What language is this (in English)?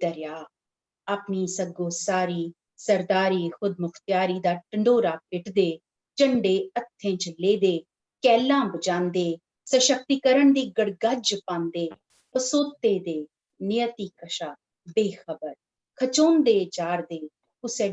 Dogri